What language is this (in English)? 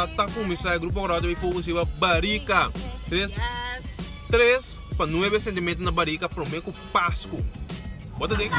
Papiamento